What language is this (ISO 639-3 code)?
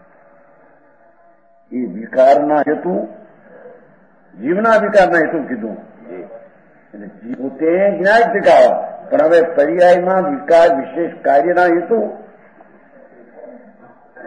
guj